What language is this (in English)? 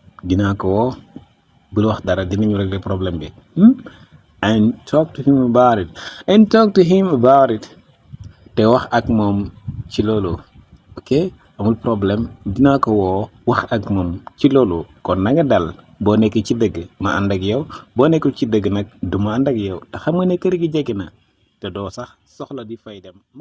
Wolof